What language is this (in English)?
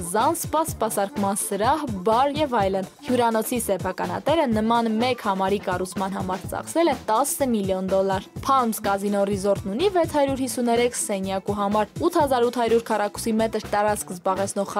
Armenian